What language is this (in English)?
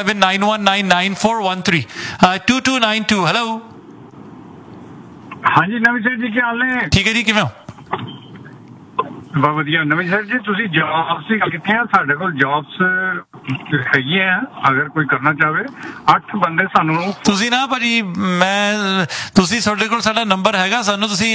Punjabi